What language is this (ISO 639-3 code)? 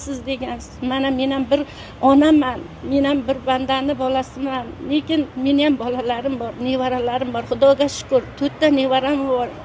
uzb